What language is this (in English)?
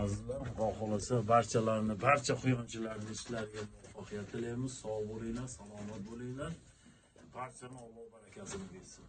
Uzbek